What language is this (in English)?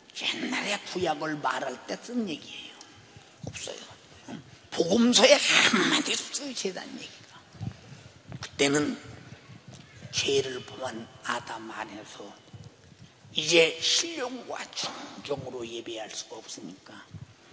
Korean